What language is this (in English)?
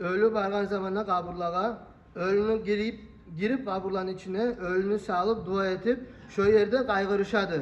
Kumyk